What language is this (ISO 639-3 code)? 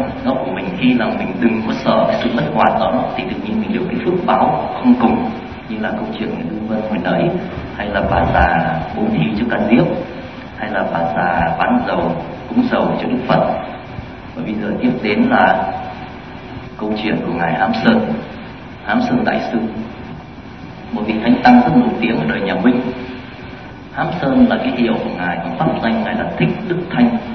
vie